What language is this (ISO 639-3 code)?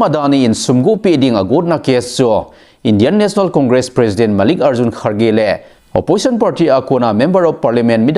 tcz